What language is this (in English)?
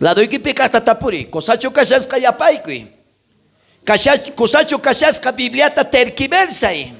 South Bolivian Quechua